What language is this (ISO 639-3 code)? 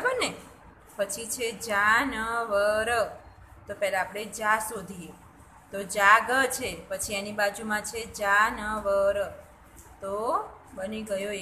guj